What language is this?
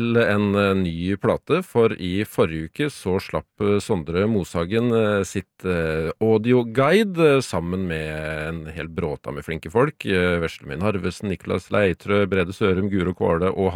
Norwegian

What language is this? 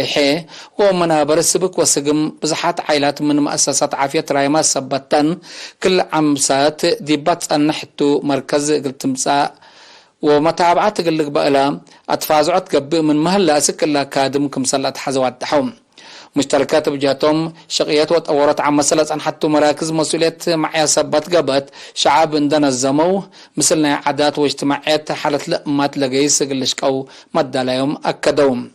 Tigre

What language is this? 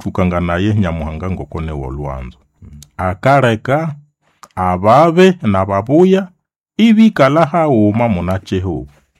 Nande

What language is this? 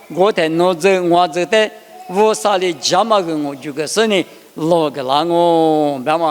Lisu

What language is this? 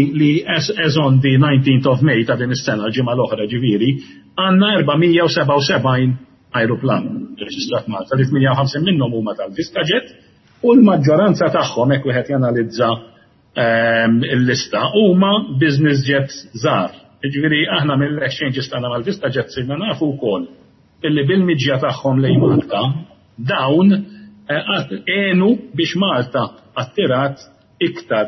Maltese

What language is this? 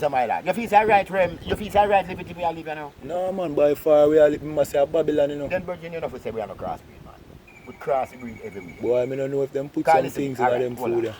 Jamaican Creole English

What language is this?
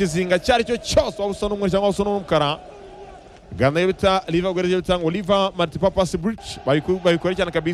Kinyarwanda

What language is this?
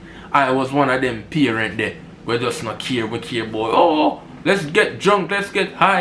Jamaican Creole English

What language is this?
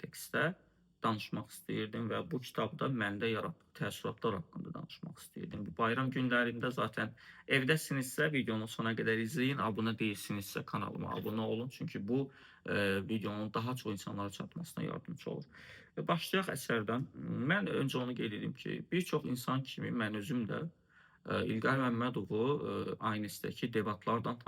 Azerbaijani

